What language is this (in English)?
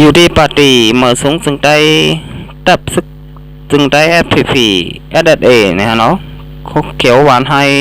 Shan